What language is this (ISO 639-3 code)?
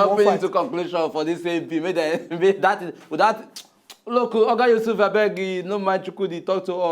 pcm